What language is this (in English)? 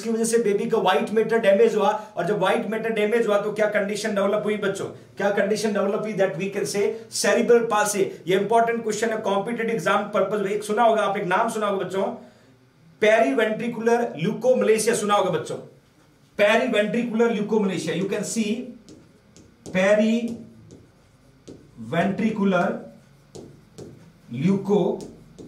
Hindi